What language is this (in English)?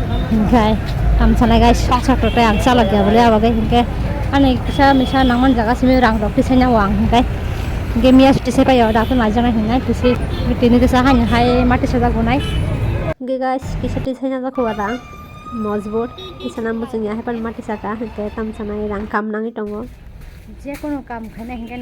Kok Borok